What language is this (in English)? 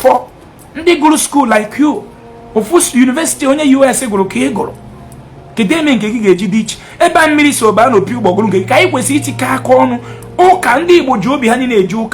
Igbo